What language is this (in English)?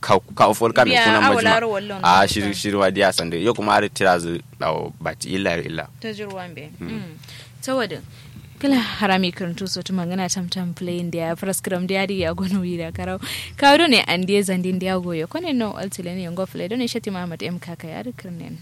Kanuri